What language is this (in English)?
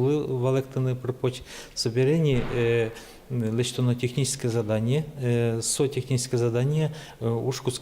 Udmurt